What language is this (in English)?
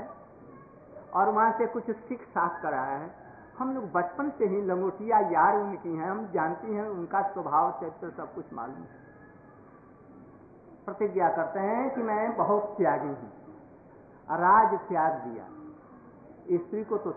Hindi